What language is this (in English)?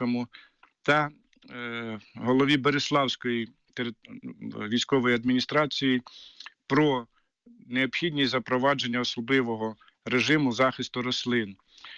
Ukrainian